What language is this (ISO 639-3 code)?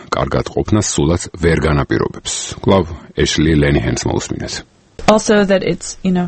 kat